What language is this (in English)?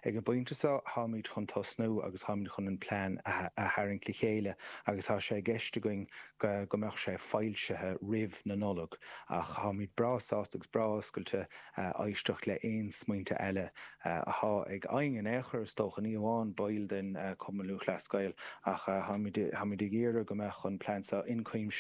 Irish